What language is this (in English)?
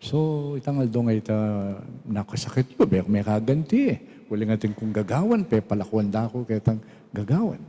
Pampanga